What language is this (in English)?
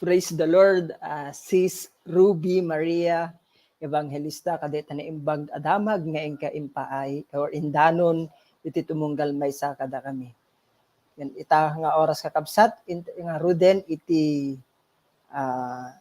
Iloko